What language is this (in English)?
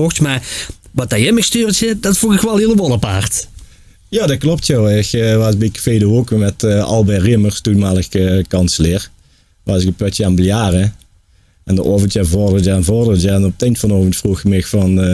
Limburgish